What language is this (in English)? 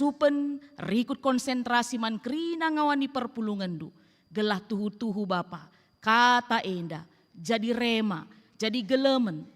Batak Karo